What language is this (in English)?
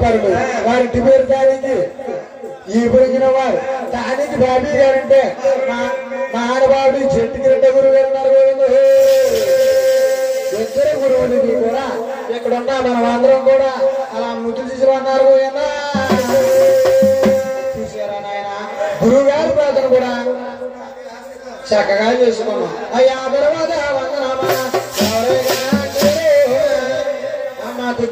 Telugu